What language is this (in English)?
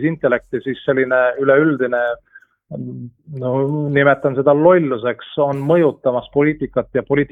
Estonian